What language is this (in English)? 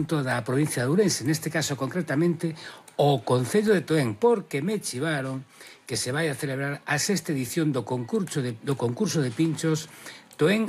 Galician